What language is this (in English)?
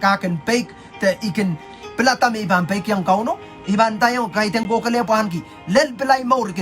Pohnpeian